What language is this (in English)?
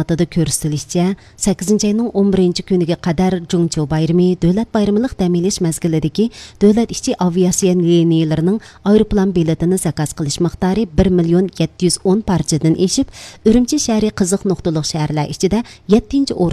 Uyghur